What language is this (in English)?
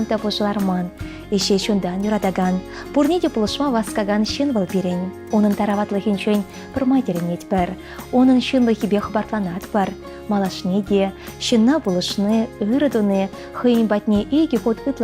Chuvash